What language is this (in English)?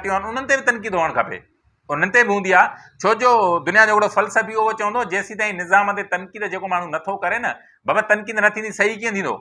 Sindhi